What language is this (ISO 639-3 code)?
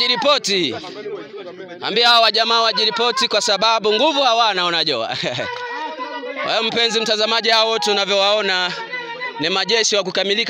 swa